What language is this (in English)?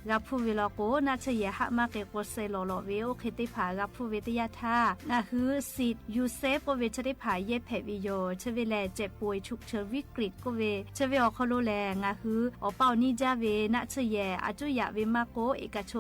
Lahu